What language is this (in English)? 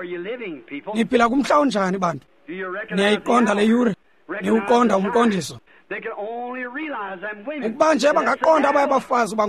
Xhosa